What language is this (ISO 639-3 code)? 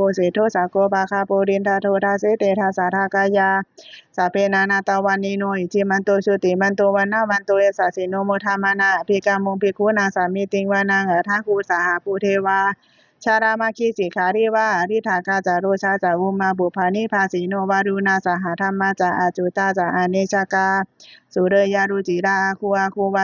pli